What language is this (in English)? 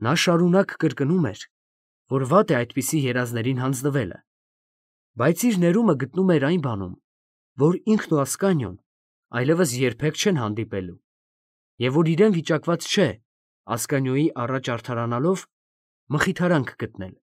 Armenian